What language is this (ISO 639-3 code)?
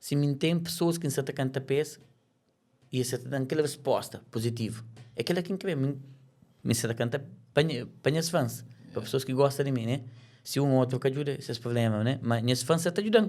kea